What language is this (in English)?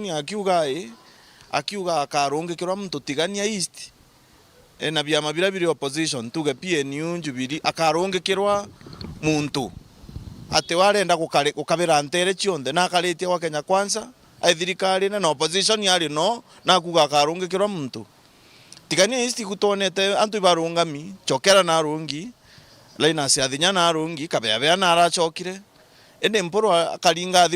Meru